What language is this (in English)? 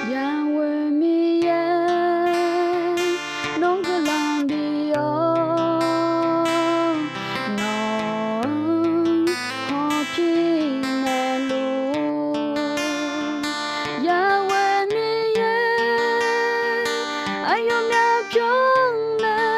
Akha